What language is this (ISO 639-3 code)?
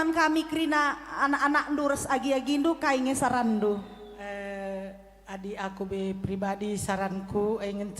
btx